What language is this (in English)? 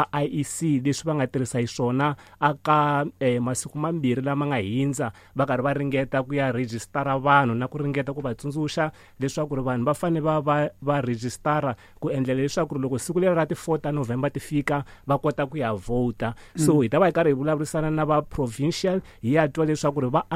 Tsonga